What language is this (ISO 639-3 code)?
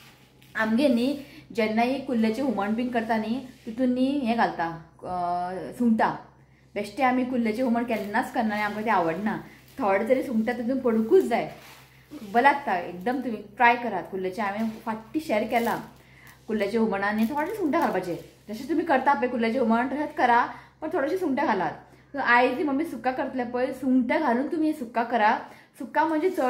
kok